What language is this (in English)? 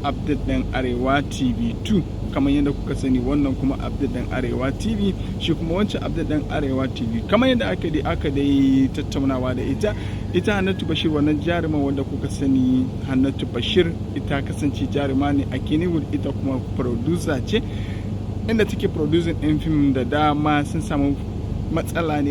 Hausa